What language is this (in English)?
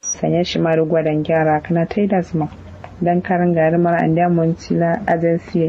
Kanuri